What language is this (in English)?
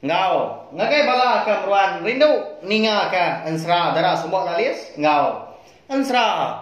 Iban